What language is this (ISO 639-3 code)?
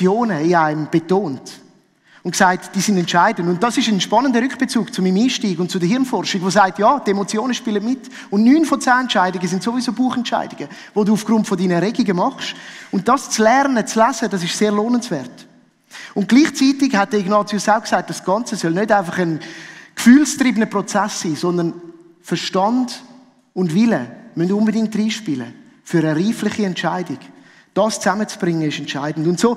gsw